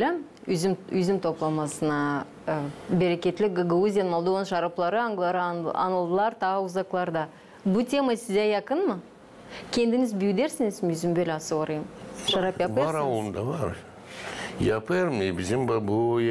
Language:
Gagauz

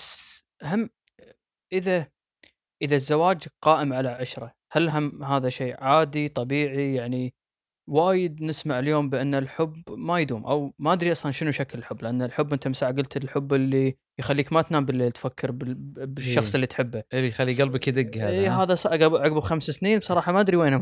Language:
Gulf Arabic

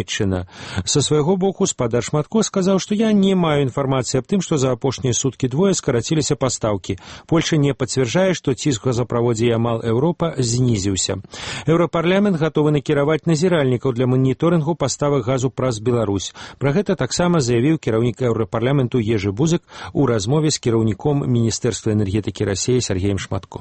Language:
Belarusian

